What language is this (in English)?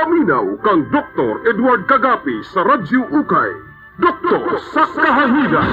Cebuano